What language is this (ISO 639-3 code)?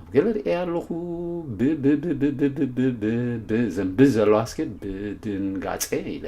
tir